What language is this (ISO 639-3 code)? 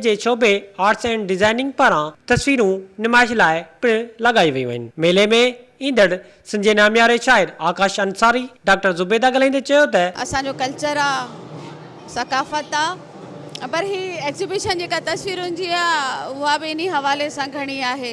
snd